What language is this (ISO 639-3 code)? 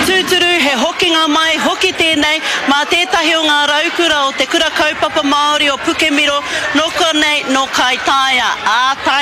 mri